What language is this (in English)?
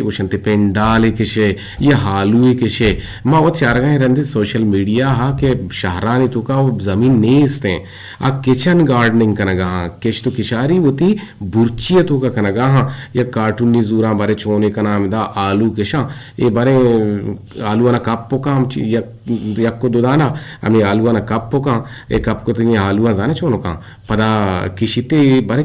Eastern Balochi